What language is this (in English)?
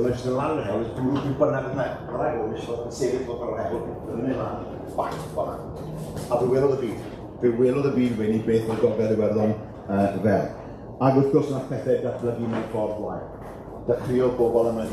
Welsh